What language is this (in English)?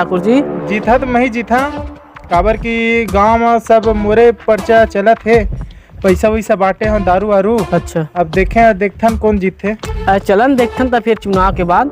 Chhattisgarhi